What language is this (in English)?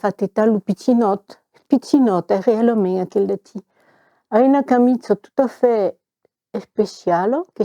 Occitan